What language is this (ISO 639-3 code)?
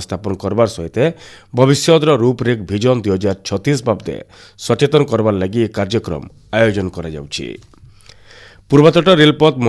ori